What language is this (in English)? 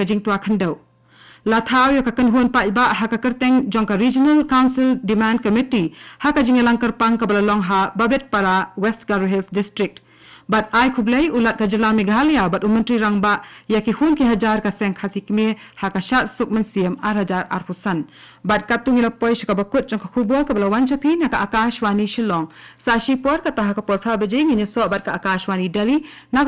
Khasi